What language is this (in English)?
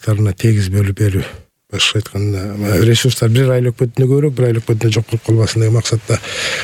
Kyrgyz